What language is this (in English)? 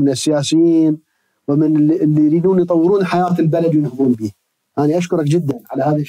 Mesopotamian Arabic